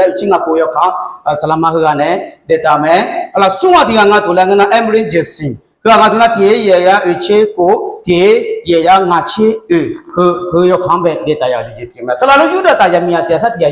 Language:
Akha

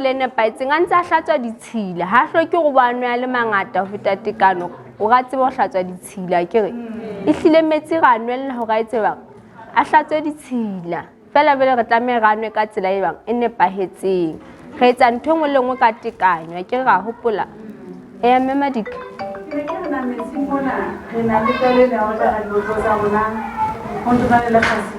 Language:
Southern Sotho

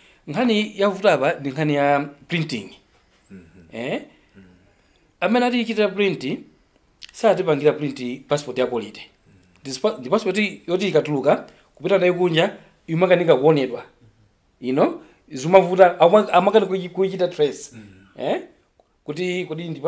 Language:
Nyanja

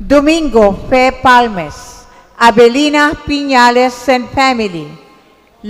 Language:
Bikol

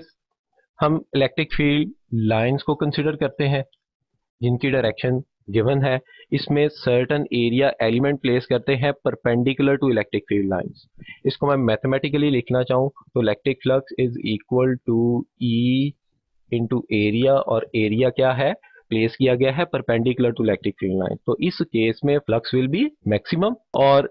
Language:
Hindi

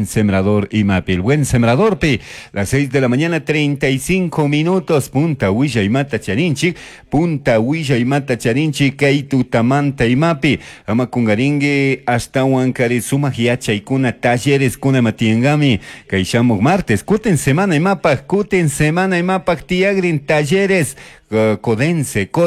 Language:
Chimborazo Highland Quichua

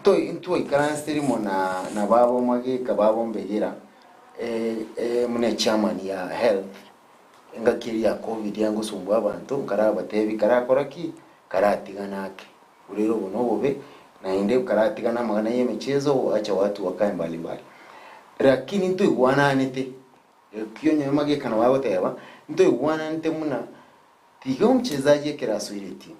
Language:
Gusii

